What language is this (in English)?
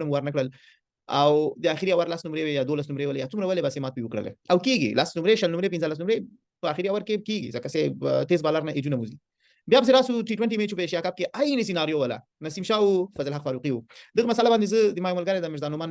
Pashto